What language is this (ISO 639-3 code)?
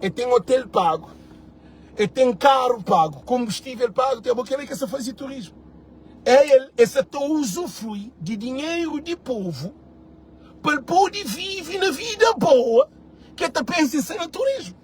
kea